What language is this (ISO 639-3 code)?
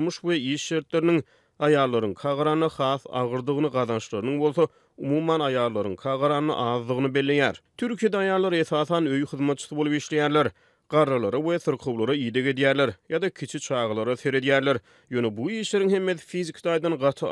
tuk